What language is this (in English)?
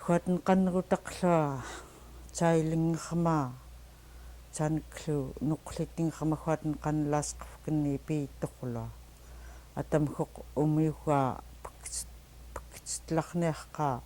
Central Yupik